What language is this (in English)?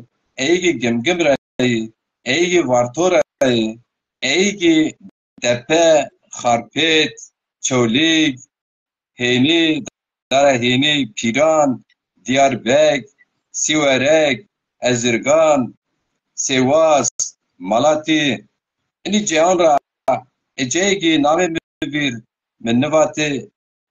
Zaza